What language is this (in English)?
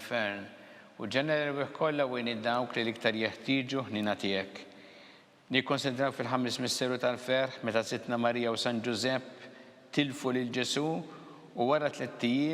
Maltese